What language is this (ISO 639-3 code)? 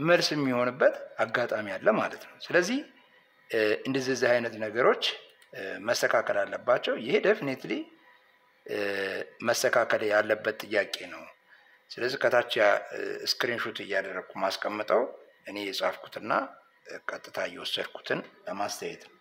amh